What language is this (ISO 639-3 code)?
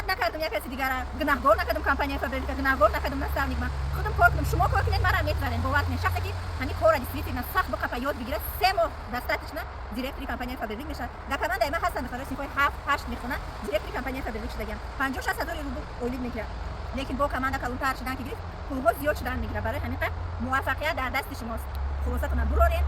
tgk